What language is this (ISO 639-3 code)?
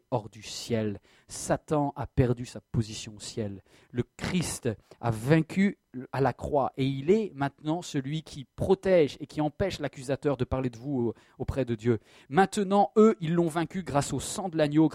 fra